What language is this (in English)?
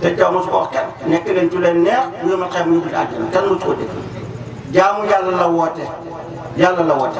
Wolof